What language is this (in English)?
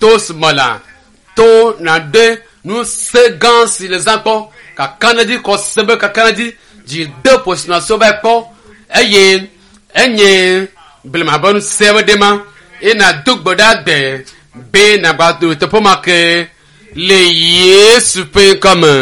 Ewe